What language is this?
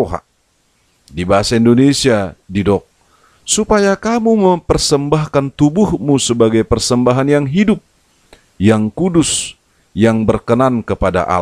Batak Toba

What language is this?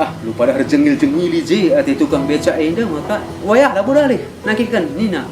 Batak Karo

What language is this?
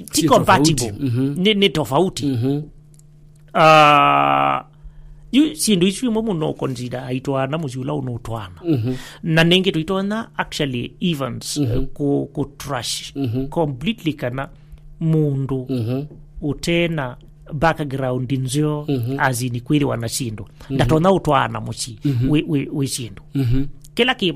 Kamba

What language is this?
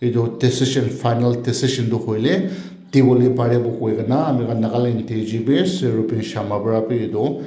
Naga Pidgin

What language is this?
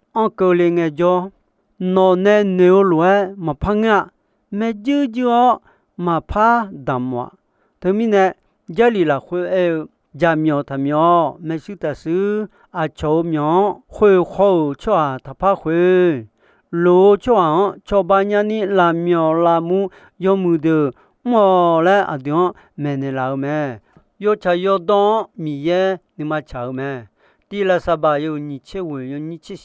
Akha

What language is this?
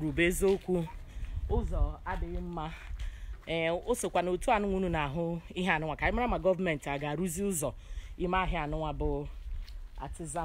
Igbo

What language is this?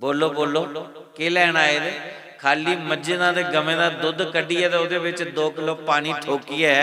Dogri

